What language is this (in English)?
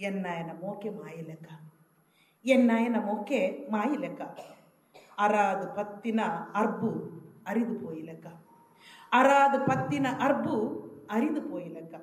Tulu